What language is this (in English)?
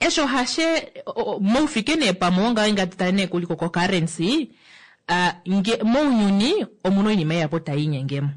Kuanyama